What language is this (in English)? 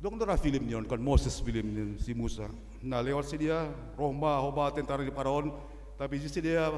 Batak Simalungun